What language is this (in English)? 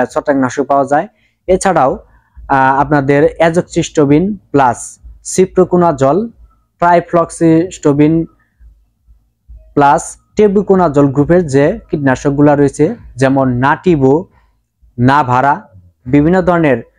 Bangla